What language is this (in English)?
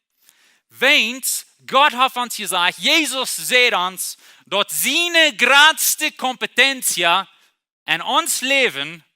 Plautdietsch